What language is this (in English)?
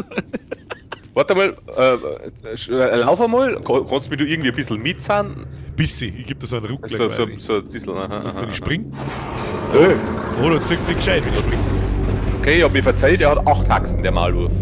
Bavarian